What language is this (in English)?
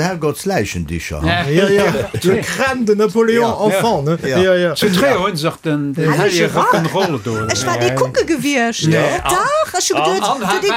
Luxembourgish